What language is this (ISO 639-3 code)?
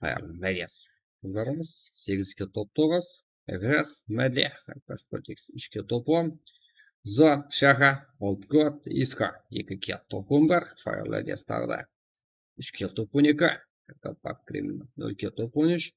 kaa